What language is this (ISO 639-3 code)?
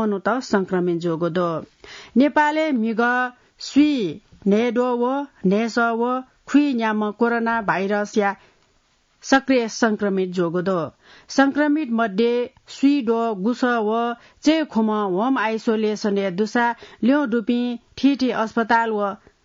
new